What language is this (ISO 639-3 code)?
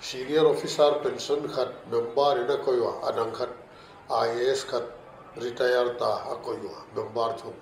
pck